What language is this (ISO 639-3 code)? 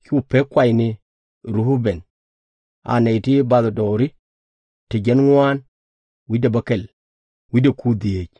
nus